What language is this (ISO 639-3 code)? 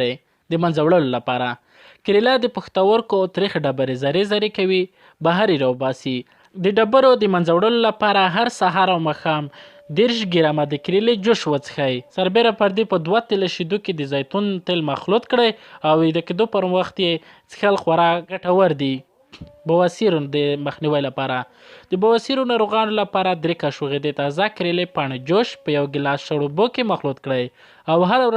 pus